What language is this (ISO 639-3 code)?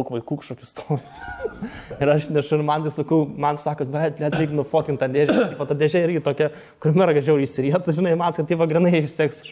lit